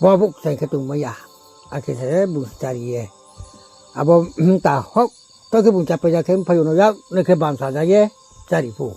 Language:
Riang (India)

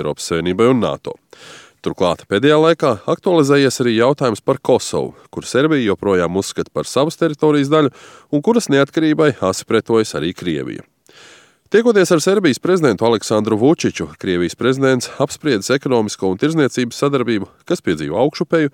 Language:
Latvian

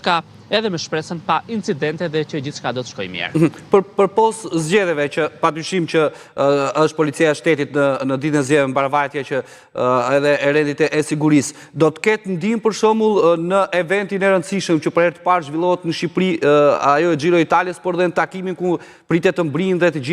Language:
Albanian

